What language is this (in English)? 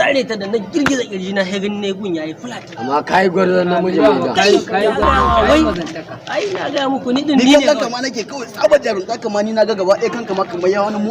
Hausa